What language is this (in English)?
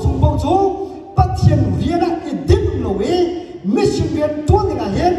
Hakha Chin